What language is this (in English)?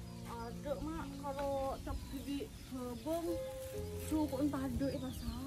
Madurese